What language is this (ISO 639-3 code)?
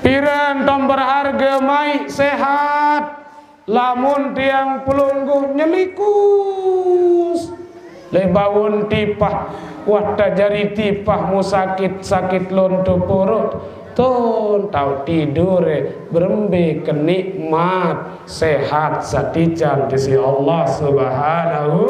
sas